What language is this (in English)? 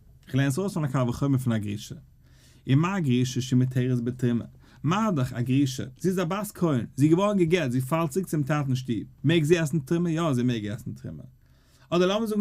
Yiddish